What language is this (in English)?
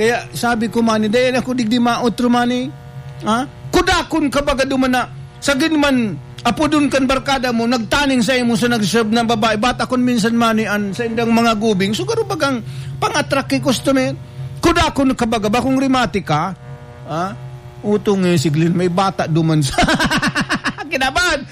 Bikol